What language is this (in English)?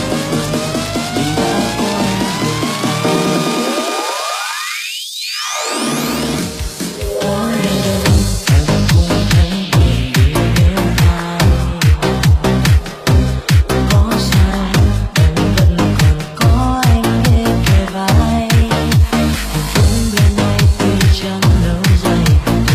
Vietnamese